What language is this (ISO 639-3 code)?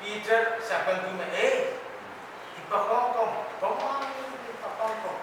pon